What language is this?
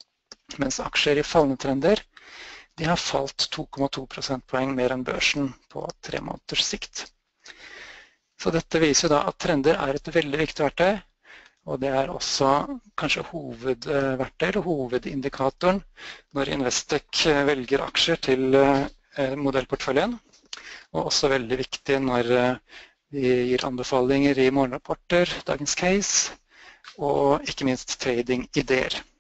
Norwegian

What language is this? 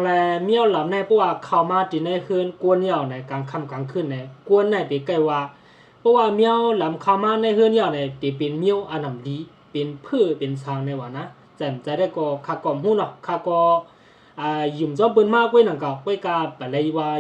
Shan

